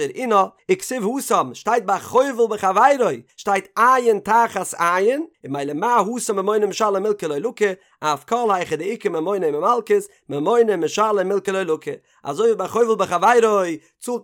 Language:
Yiddish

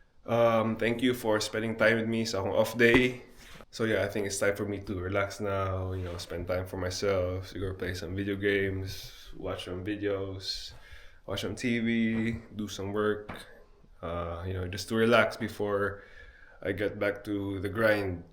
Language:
Cebuano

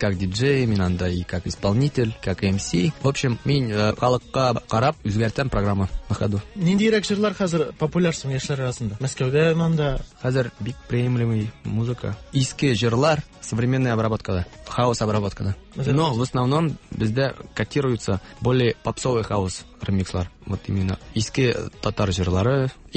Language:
Tatar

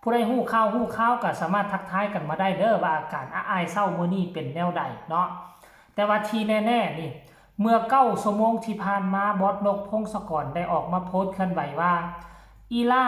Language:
Lao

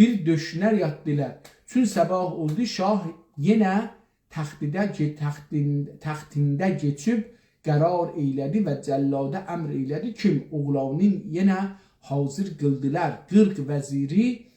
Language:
South Azerbaijani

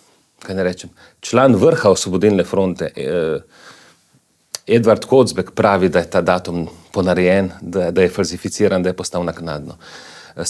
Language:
Slovenian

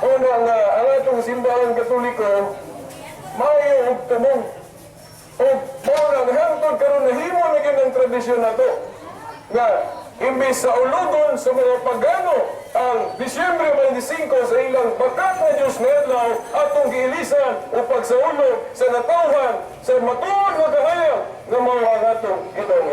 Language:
Cebuano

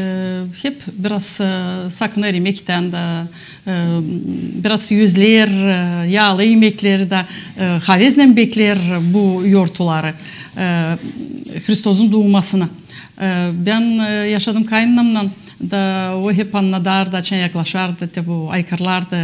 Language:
Gagauz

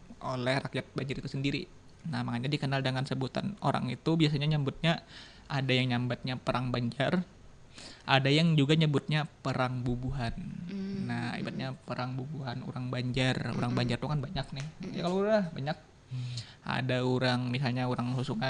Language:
Banjar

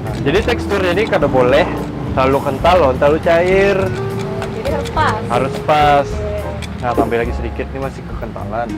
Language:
Banjar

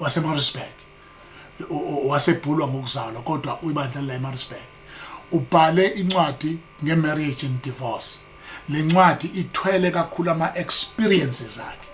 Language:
Zulu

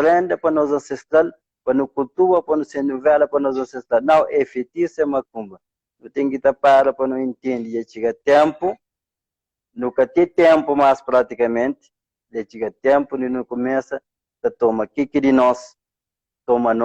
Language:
Kabuverdianu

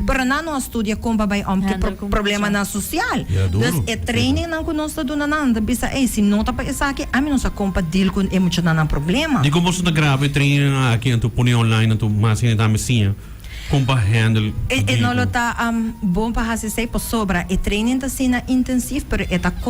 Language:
Papiamento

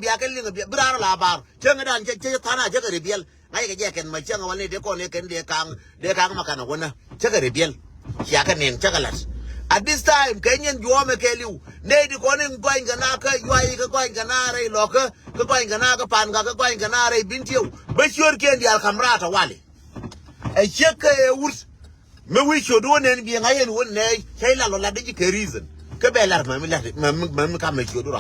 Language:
Nuer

